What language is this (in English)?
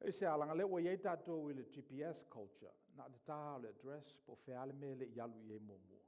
Samoan